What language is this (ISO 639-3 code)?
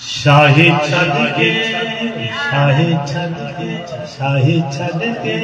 skr